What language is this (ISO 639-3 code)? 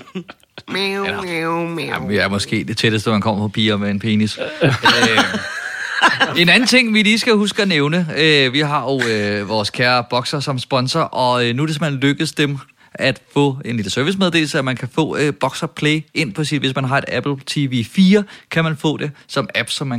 dan